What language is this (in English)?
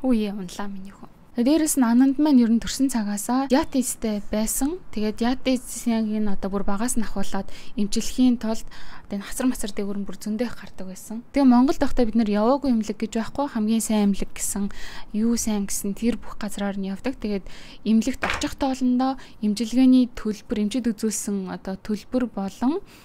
Mongolian